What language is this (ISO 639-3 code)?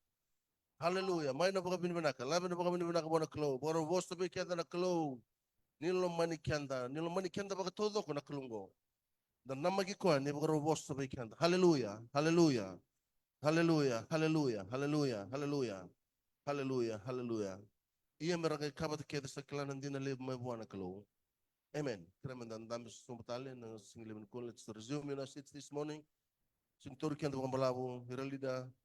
fij